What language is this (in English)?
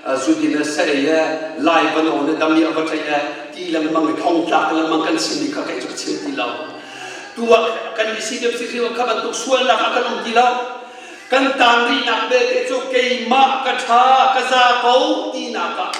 Hakha Chin